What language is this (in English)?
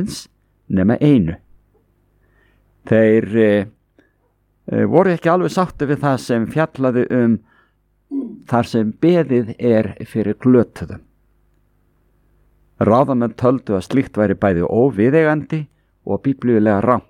Icelandic